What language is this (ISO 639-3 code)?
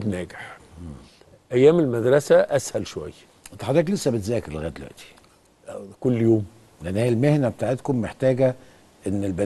arz